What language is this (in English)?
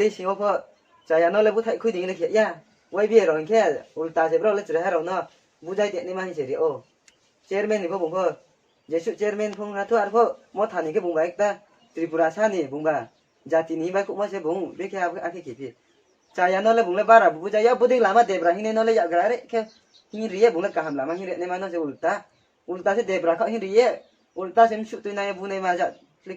Riang (India)